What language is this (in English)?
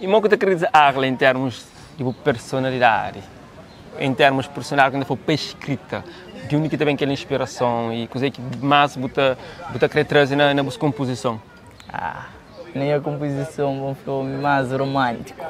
Kabuverdianu